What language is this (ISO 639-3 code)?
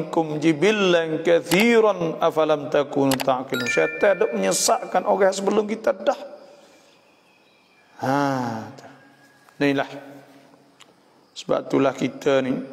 msa